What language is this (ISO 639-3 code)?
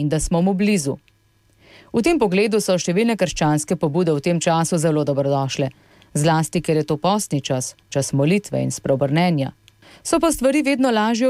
slv